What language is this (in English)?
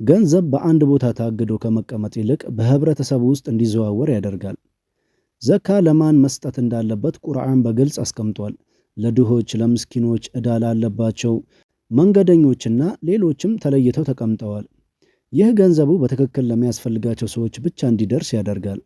Amharic